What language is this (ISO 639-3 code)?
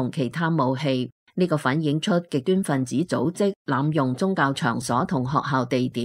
yue